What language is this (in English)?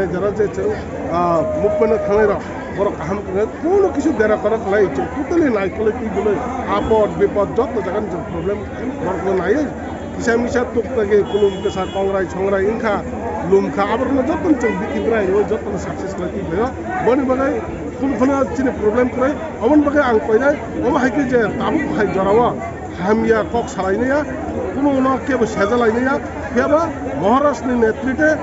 Kok Borok